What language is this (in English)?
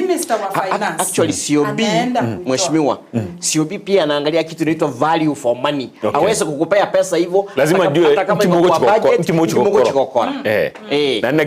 Gusii